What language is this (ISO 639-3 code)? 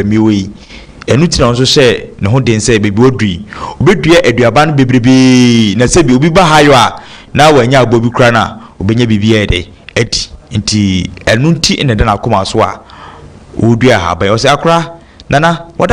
aka